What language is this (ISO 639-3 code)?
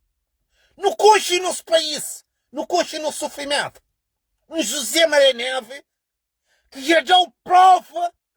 kea